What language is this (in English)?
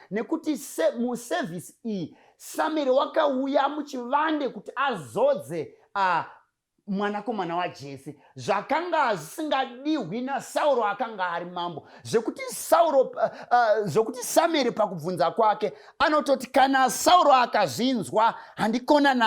Shona